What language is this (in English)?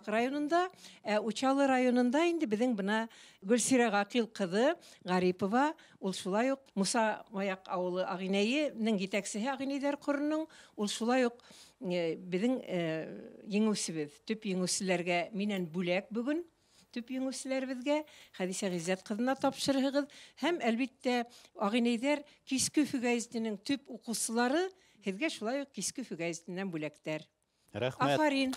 Bashkir